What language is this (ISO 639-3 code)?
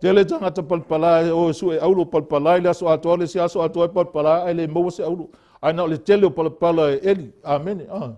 smo